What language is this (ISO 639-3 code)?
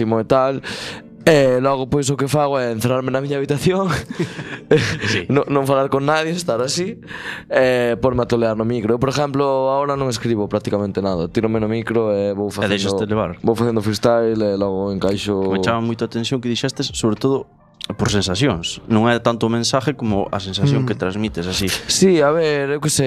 glg